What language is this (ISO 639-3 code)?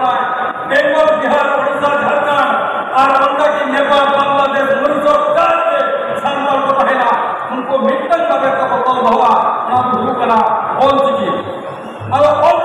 sat